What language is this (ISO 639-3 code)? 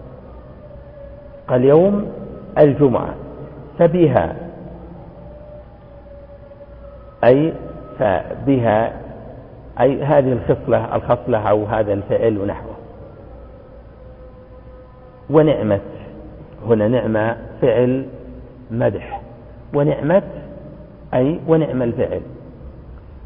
ara